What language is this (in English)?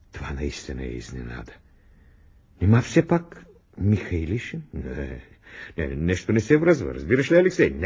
Bulgarian